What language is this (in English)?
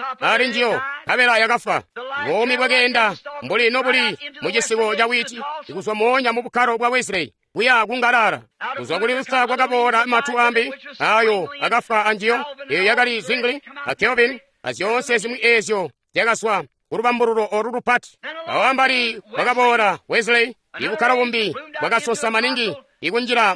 Tonga (Zambia)